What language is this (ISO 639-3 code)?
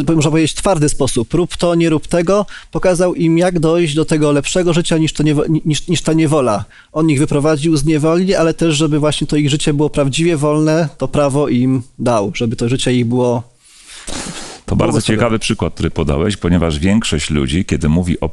pol